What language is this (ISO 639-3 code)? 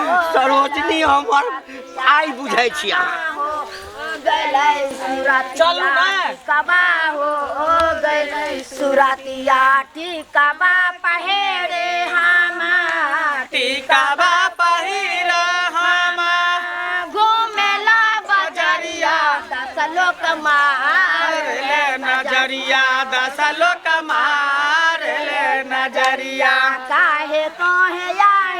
mai